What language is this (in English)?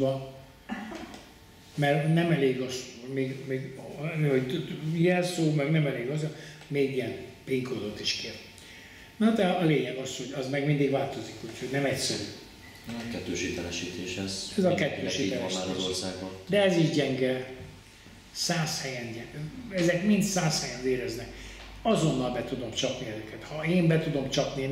Hungarian